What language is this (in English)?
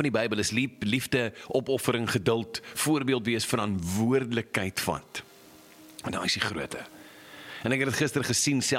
Afrikaans